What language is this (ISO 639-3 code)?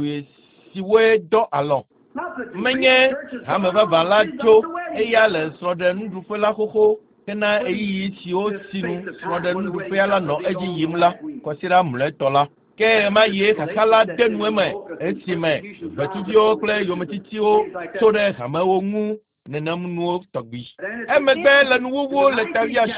ewe